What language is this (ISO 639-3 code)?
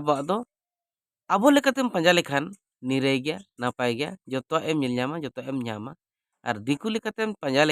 sat